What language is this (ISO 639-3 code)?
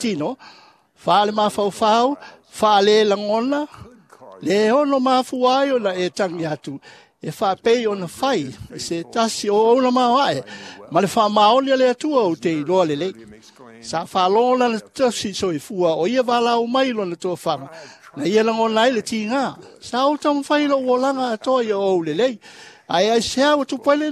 smo